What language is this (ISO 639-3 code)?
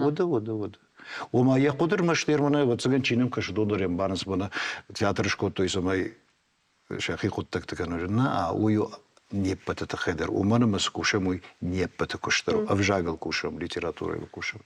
oss